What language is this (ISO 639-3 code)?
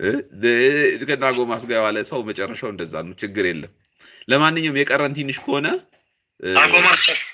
amh